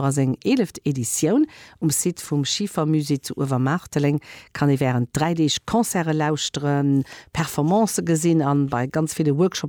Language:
Luxembourgish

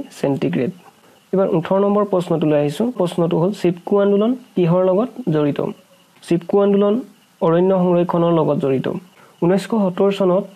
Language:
Assamese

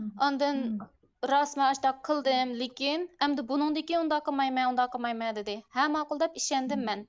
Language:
Uyghur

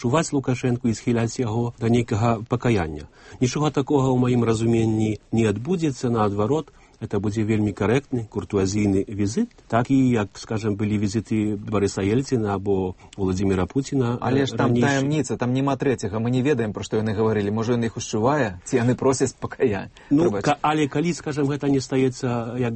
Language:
Belarusian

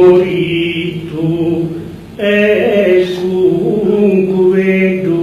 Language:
Sardinian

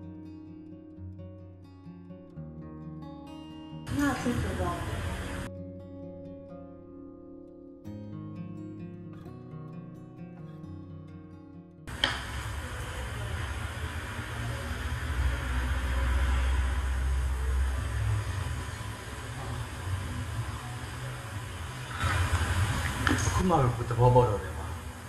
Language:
Burmese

